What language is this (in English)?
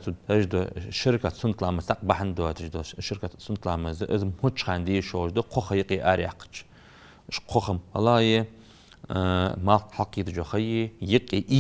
Ingush